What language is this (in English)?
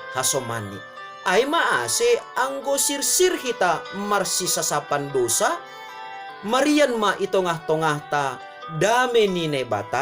Batak Simalungun